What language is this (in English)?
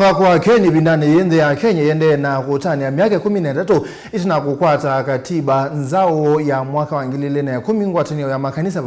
Kamba